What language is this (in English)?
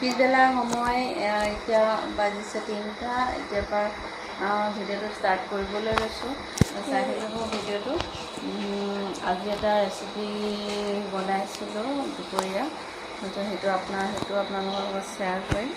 Assamese